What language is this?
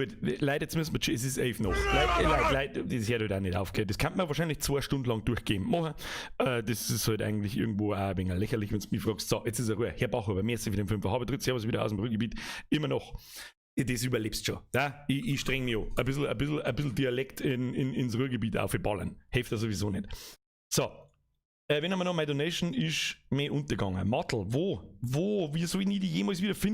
Bavarian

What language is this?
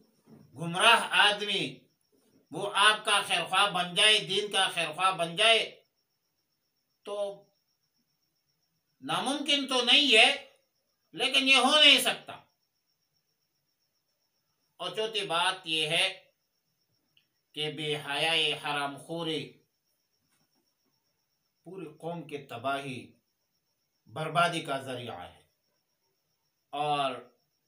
Urdu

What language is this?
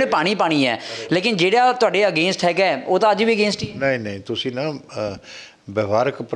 Punjabi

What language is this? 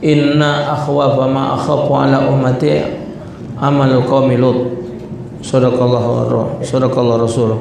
Musi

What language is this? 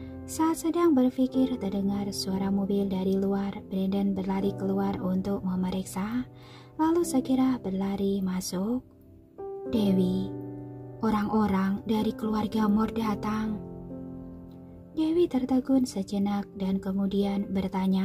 Indonesian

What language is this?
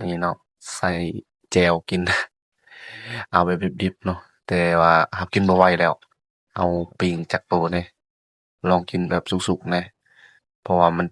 Lao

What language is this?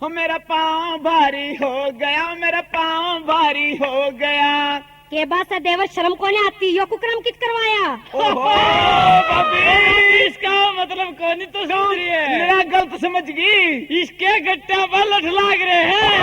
Haryanvi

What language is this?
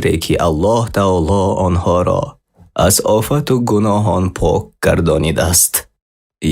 Persian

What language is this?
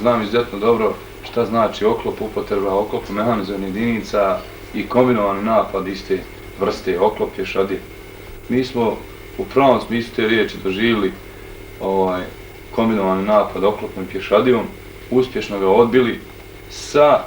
Bosnian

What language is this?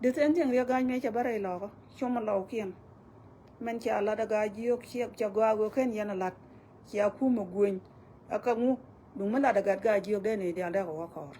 Nuer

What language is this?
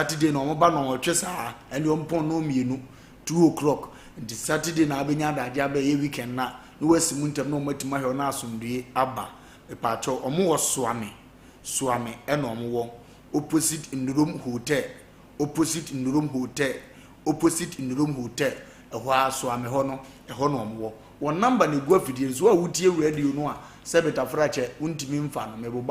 Akan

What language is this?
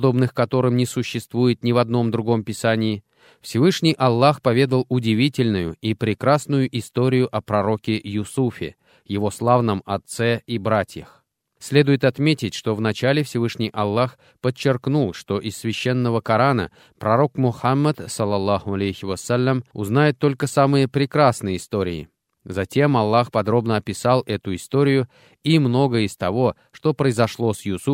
Russian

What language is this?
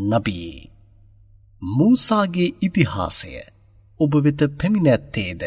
Sinhala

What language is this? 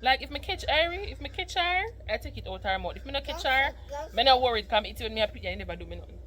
Jamaican Creole English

